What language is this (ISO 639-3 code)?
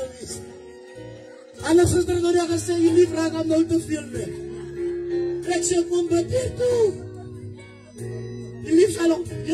afr